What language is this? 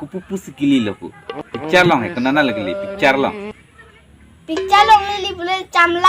Karbi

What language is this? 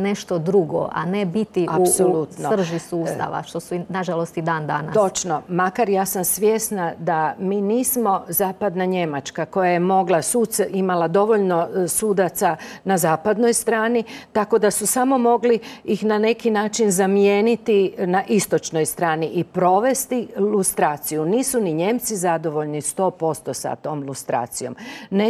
Croatian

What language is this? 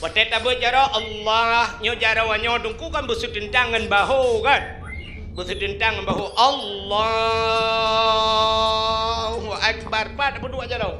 Achinese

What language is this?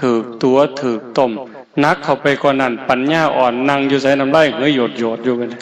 Northeastern Thai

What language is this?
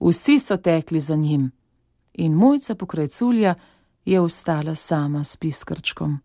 Slovenian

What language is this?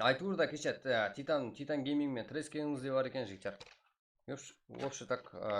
Kara-Kalpak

